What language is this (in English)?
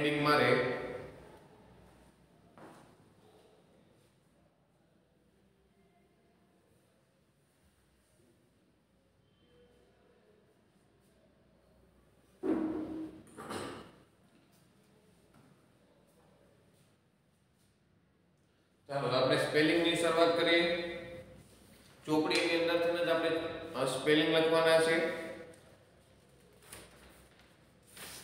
Gujarati